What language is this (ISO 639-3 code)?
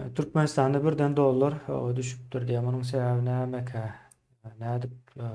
tuk